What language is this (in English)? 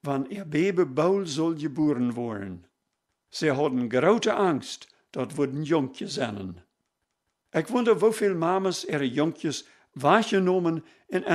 Plautdietsch